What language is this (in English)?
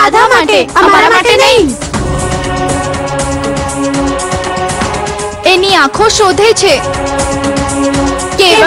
Gujarati